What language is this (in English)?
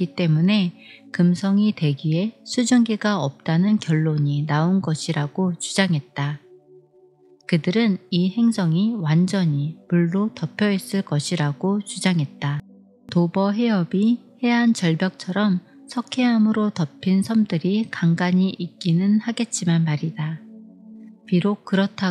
Korean